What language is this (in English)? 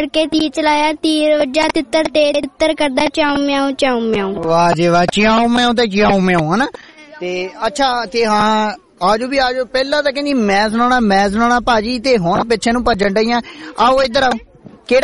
Punjabi